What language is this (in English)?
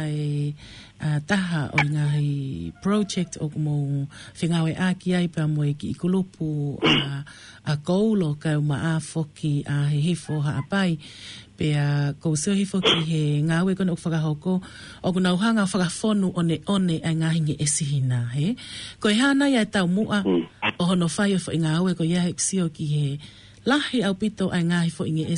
Tongan